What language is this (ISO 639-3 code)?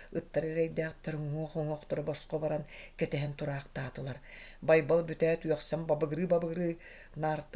sah